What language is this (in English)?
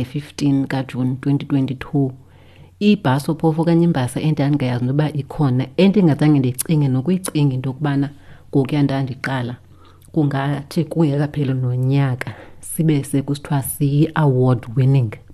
Xhosa